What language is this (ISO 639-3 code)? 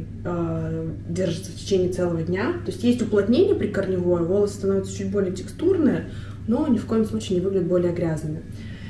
rus